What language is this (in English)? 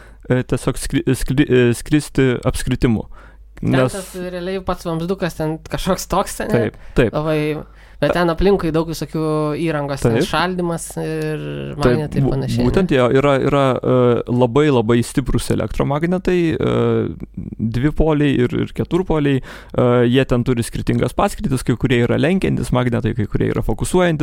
Lithuanian